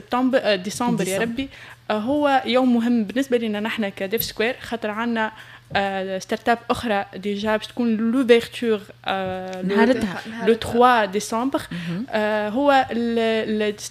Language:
Tunisian Arabic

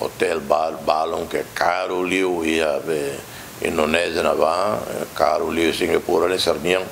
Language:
Tetum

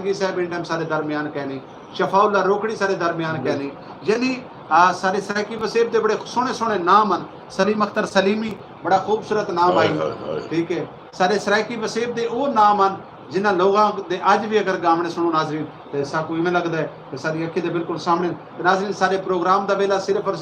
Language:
Saraiki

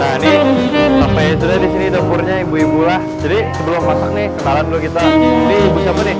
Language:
Banjar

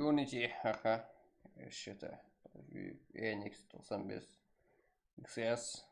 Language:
Kara-Kalpak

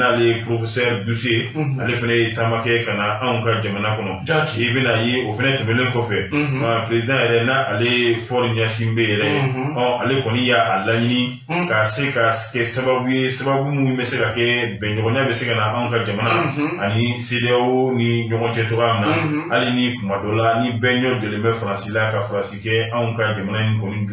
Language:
Bambara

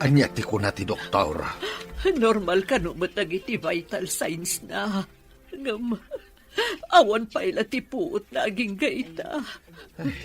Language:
Iloko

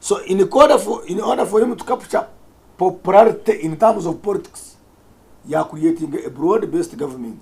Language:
Nyankole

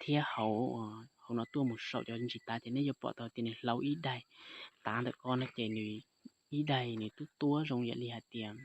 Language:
Hmong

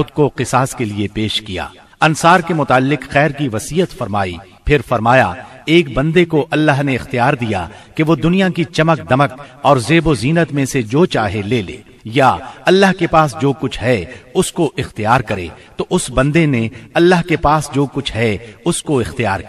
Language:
Urdu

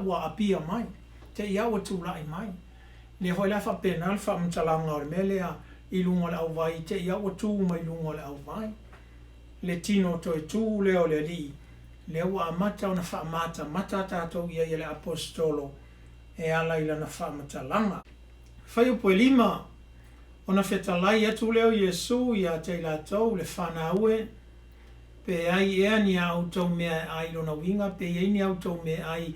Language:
Samoan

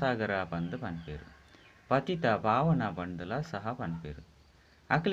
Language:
Tulu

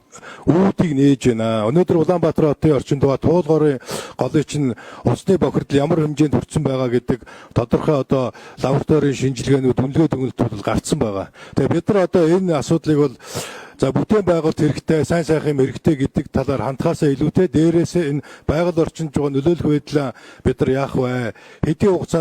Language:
Mongolian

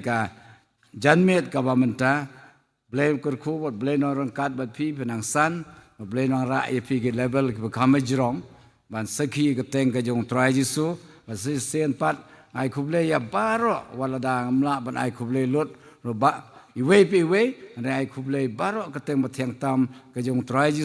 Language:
Khasi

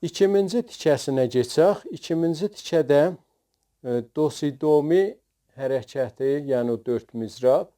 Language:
South Azerbaijani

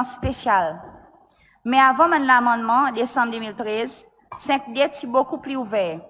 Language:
Seselwa Creole French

